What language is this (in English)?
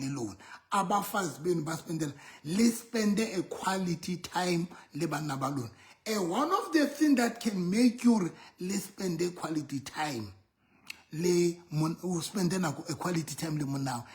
Southern Sotho